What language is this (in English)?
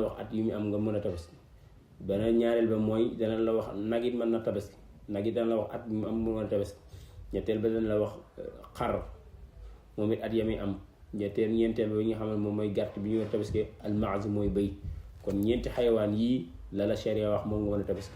Wolof